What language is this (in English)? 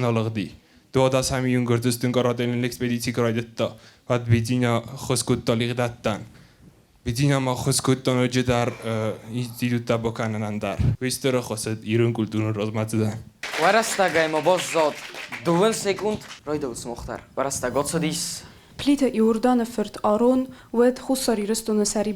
Ossetic